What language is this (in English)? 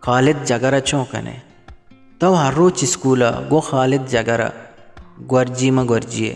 Eastern Balochi